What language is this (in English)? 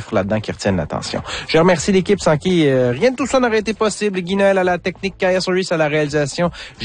French